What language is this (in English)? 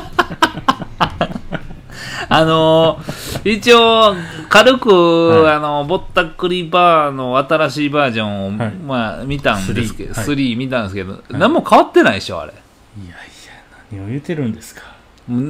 Japanese